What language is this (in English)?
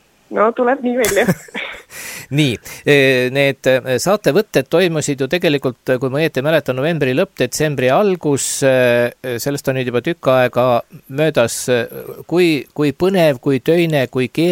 Estonian